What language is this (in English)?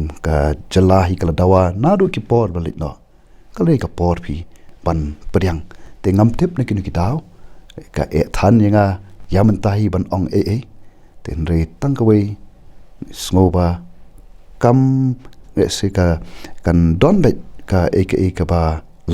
Khasi